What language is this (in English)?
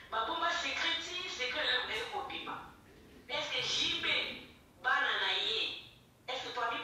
Lingala